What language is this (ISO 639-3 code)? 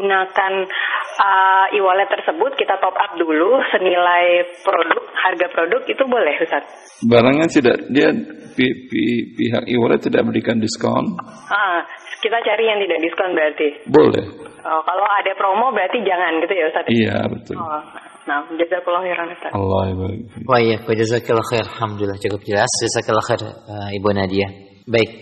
ind